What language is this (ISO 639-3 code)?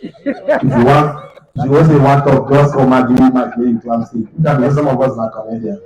pcm